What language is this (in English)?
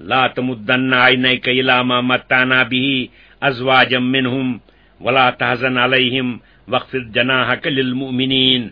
Kashmiri